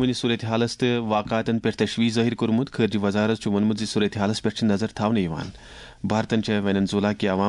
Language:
Kashmiri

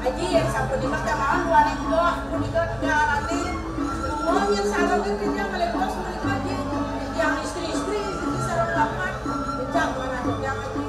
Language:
Balinese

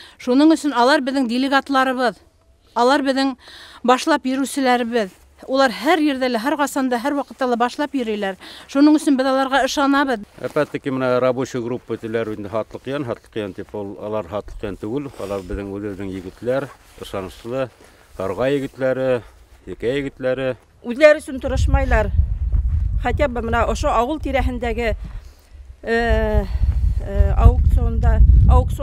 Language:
Bashkir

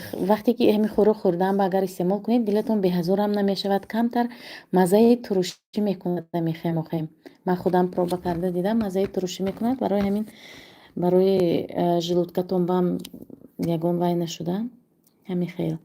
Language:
Tajik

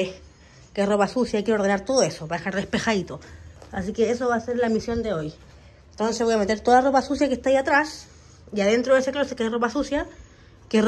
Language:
Spanish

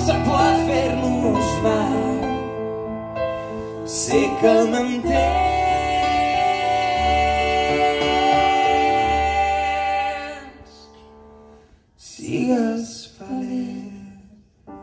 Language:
Catalan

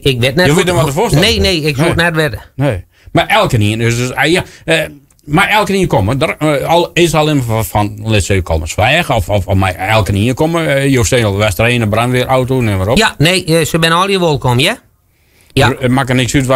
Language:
Western Frisian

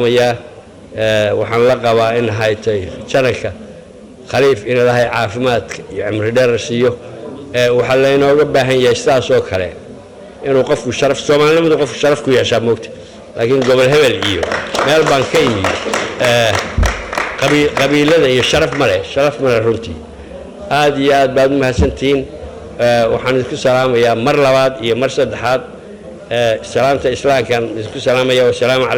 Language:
Somali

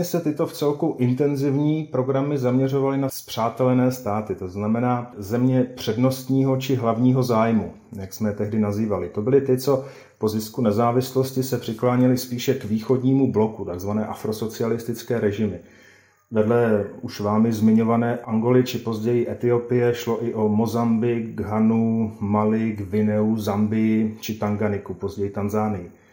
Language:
Czech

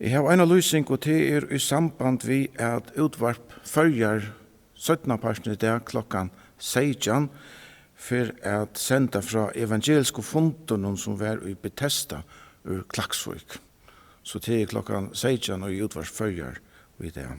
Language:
Faroese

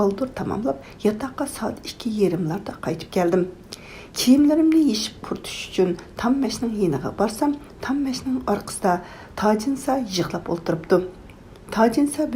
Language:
Uyghur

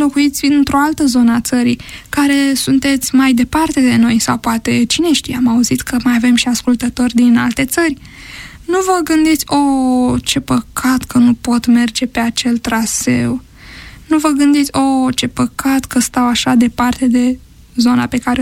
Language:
Romanian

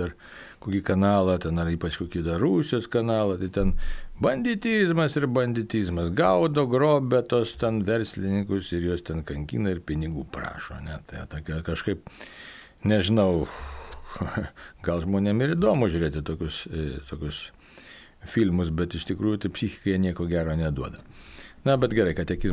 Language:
Lithuanian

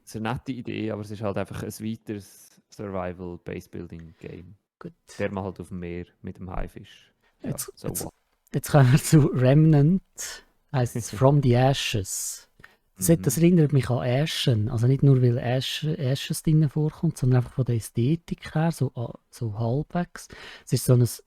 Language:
Swiss German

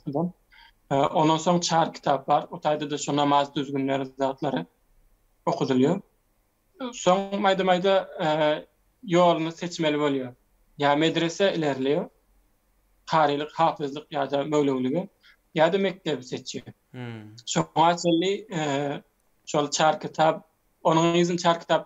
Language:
Turkmen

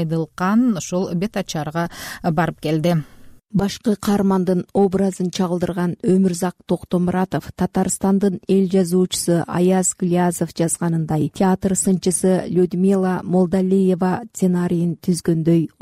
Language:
Kyrgyz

